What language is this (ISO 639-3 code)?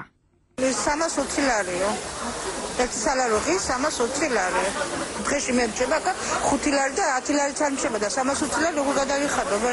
kat